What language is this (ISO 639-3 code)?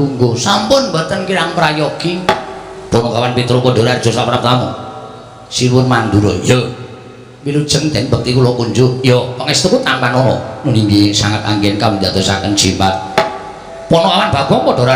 jav